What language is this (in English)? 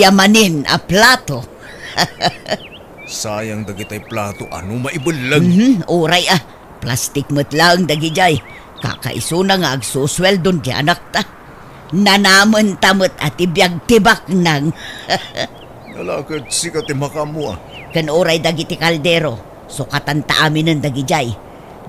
Iloko